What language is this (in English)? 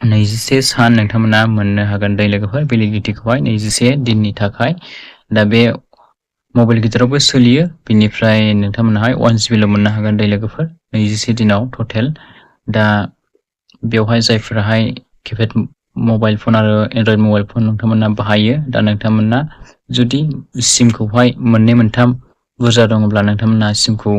Bodo